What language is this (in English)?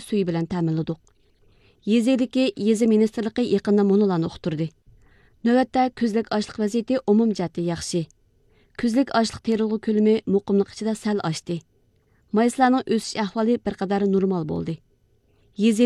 Uyghur